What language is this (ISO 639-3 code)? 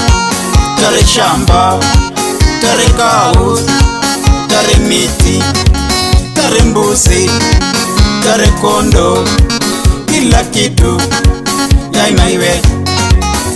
swa